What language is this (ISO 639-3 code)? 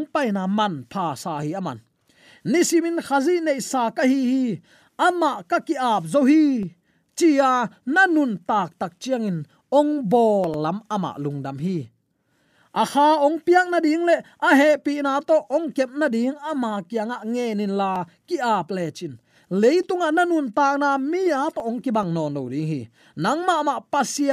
ctd